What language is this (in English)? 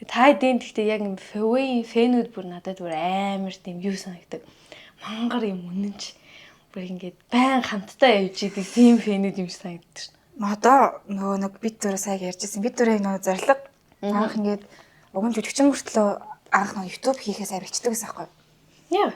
Mongolian